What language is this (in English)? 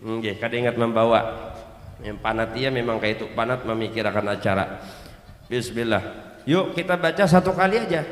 Banjar